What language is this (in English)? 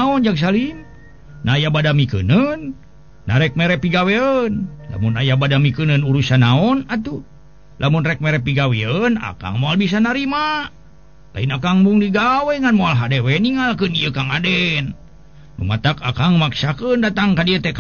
Sundanese